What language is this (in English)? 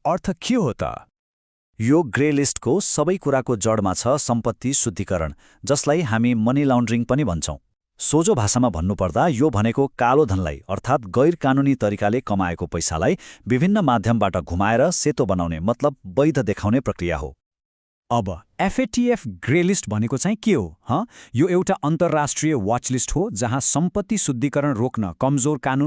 Nepali